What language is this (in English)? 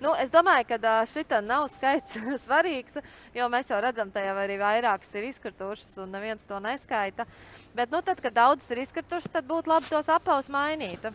Latvian